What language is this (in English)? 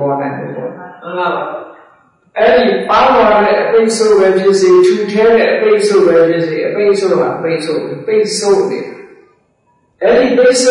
Burmese